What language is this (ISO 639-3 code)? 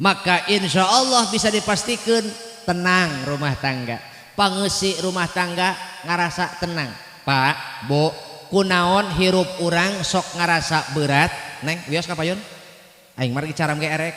sun